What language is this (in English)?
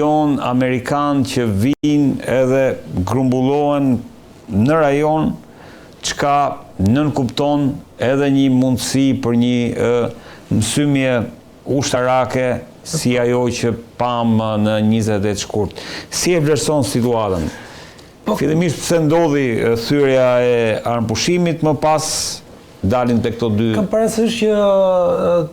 Albanian